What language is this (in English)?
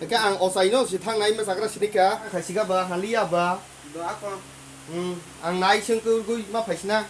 Kok Borok